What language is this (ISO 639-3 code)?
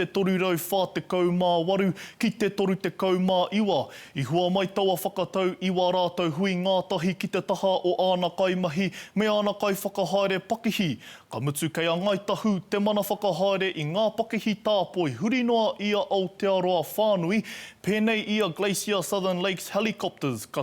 mri